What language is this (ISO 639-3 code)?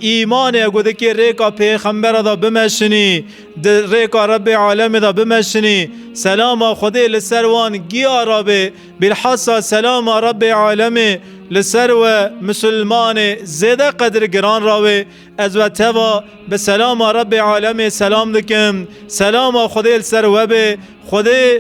kur